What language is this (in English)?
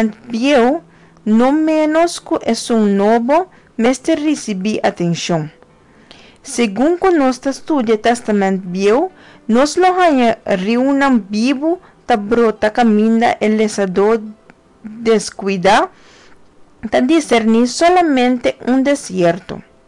Papiamento